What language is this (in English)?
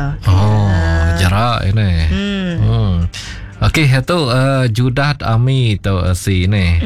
Iban